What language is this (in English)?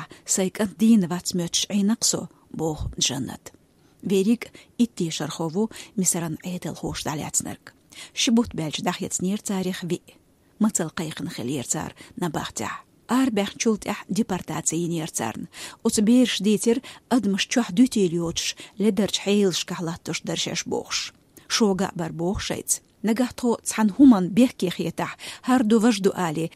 Chechen